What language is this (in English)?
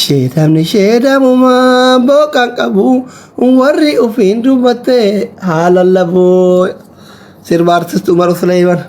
Oromo